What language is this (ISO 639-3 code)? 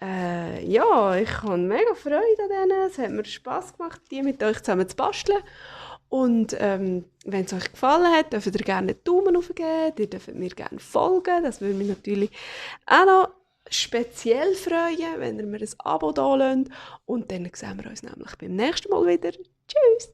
gsw